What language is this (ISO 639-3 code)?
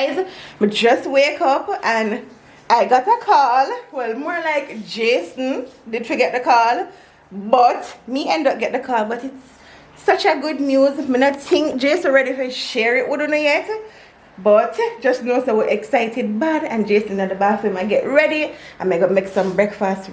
jam